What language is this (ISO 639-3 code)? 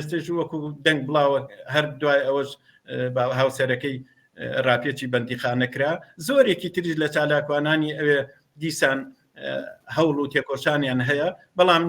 ckb